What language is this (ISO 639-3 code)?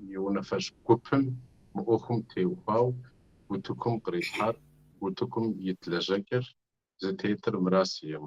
kbd